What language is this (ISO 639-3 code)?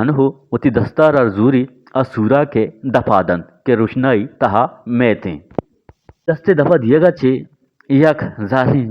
bgp